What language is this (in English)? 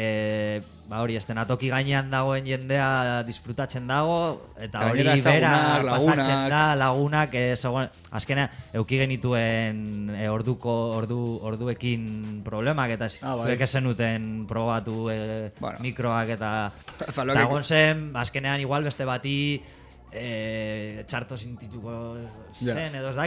Basque